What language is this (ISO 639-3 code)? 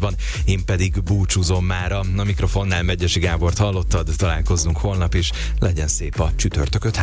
hun